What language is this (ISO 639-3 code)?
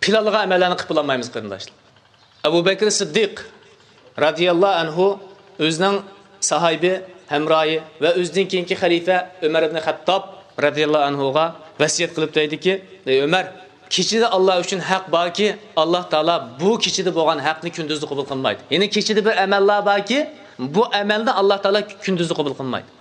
uig